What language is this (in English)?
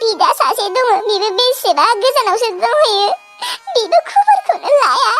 Bodo